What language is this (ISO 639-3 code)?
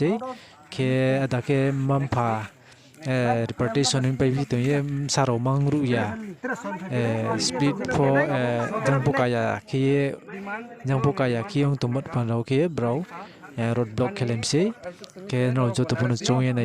ria